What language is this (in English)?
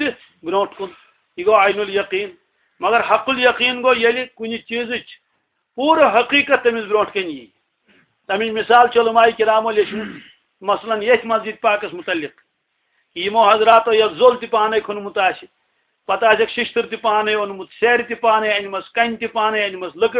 Kashmiri